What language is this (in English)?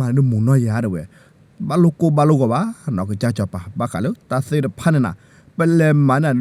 S'gaw Karen